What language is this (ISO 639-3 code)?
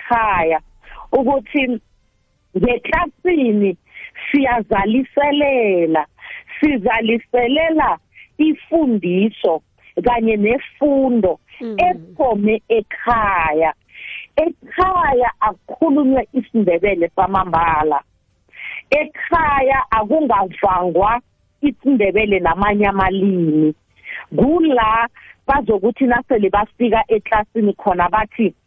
nbl